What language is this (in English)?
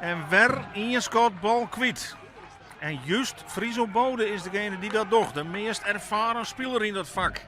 Western Frisian